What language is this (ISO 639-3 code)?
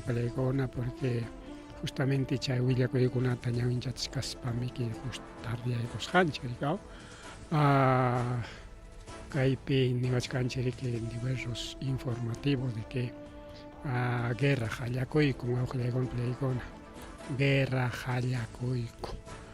quy